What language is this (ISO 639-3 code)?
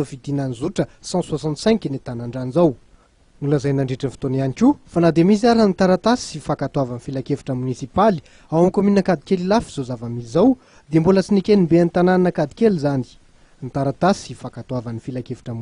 mlg